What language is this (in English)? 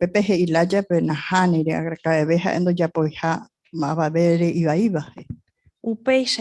Guarani